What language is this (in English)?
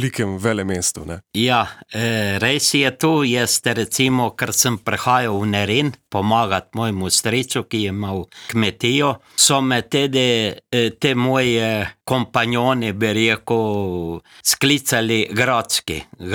Slovenian